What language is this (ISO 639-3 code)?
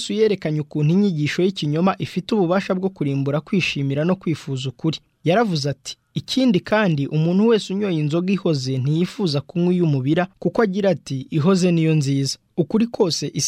kin